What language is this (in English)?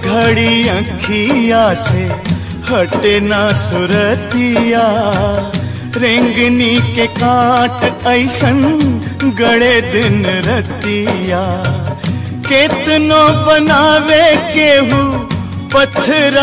Bhojpuri